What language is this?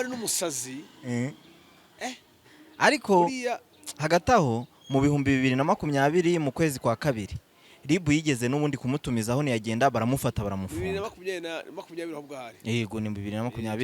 Kinyarwanda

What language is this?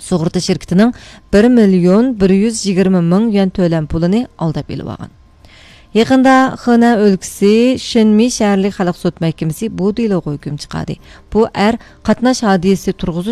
Uyghur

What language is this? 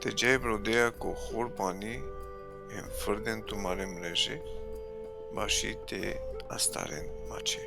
Balkan Romani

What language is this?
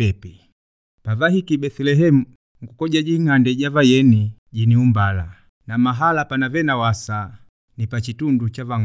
Makonde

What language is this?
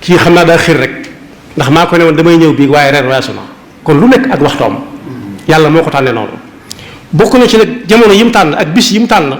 Wolof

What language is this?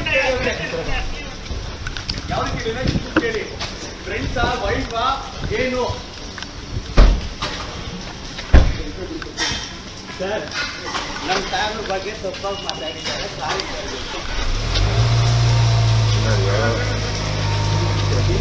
Kannada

